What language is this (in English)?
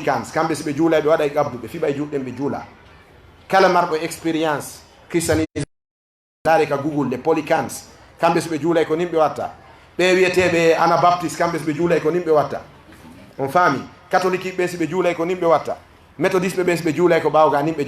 Fula